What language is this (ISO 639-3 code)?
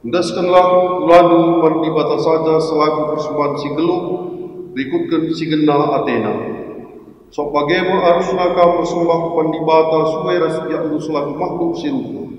btx